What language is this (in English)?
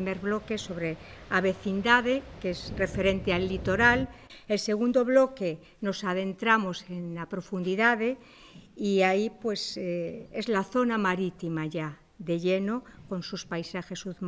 Galician